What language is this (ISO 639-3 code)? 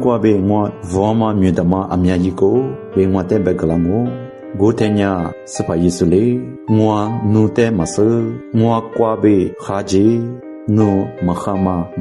lis